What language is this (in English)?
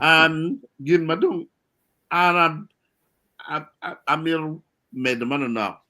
Acoli